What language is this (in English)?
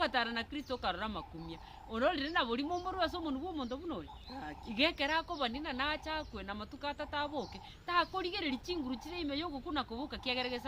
Gusii